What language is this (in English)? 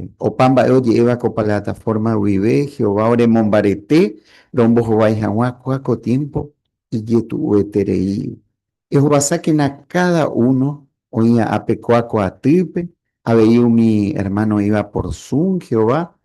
Guarani